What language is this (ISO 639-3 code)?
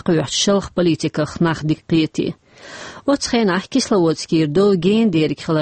che